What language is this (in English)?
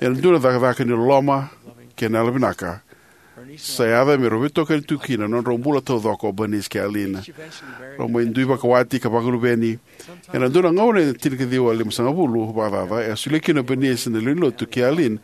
Fijian